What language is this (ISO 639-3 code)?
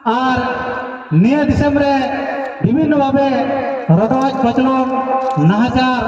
sat